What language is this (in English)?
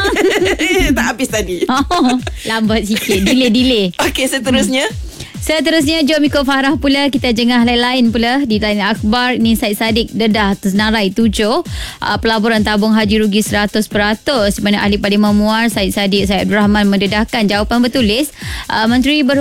Malay